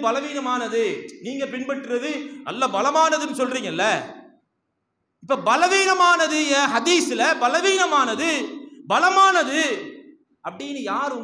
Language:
Tamil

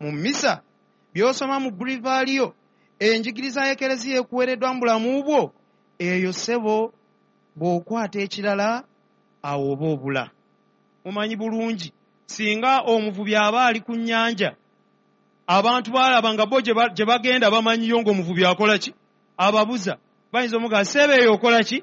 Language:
Ganda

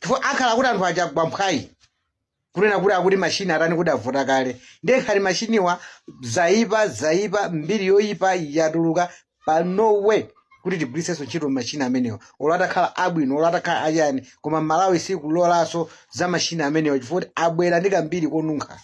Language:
Nyanja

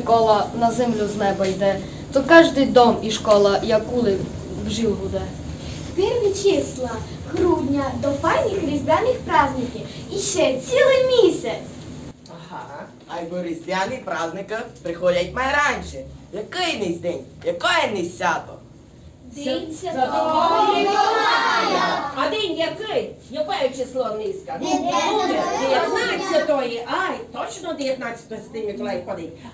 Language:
Rusyn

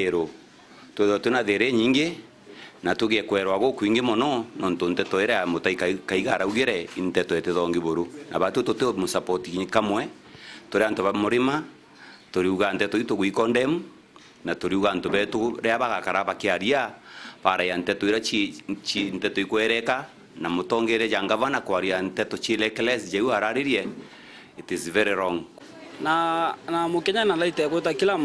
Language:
Meru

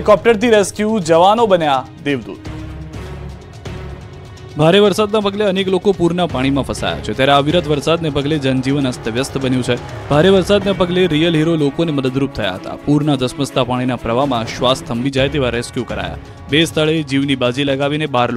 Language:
Gujarati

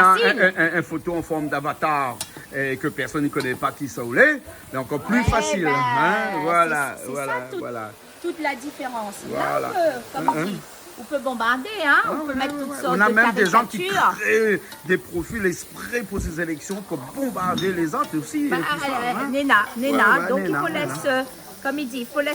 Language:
Réunion Creole French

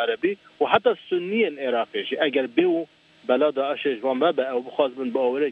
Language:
Kurdish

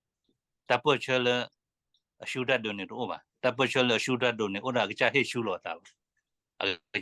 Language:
S'gaw Karen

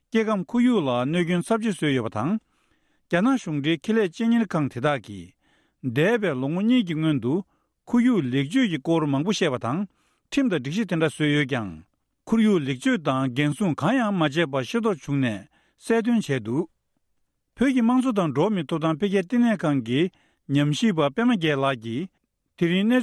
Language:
Tibetan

